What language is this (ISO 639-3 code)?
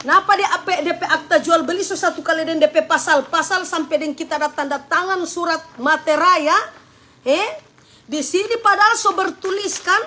xmm